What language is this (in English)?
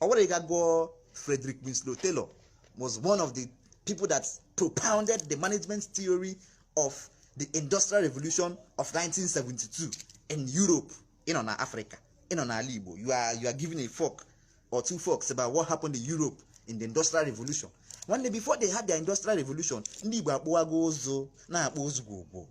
Igbo